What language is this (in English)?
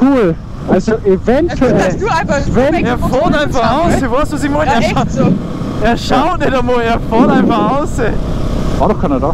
Bavarian